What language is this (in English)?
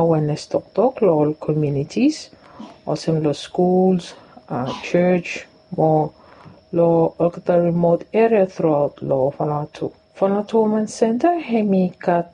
Bislama